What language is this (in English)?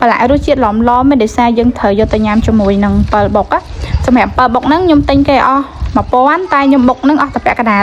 Khmer